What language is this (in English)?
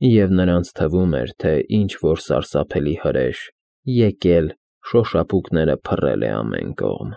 Armenian